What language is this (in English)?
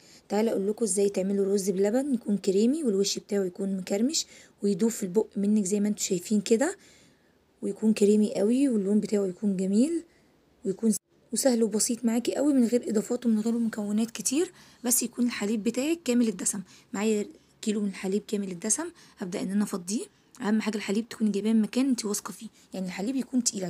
Egyptian Arabic